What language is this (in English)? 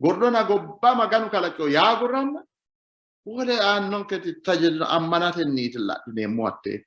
Sidamo